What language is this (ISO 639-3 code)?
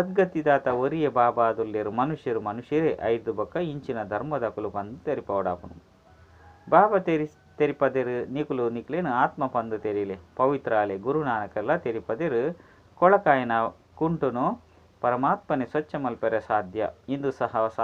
tcy